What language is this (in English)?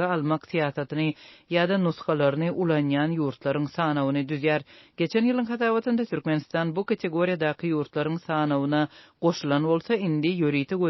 Turkmen